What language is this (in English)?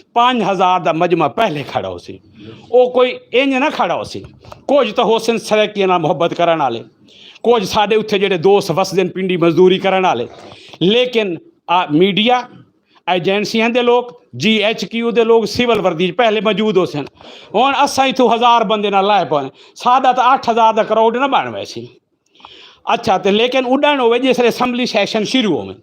Western Panjabi